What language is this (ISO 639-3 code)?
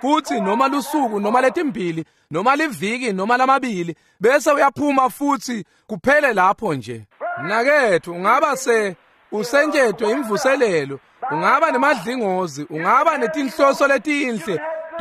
ssw